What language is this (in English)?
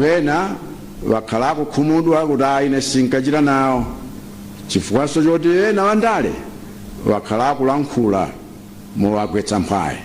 Nyanja